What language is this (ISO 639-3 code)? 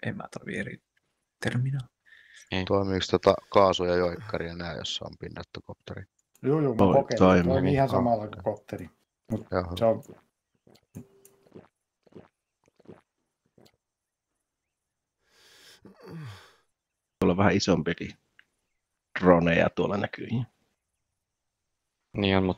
fin